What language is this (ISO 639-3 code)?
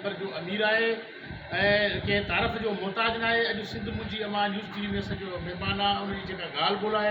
snd